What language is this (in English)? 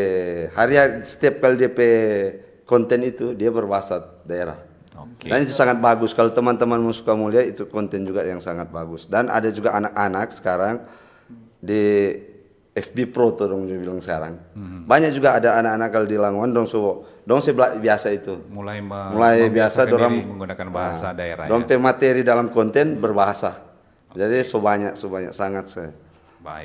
Manado Malay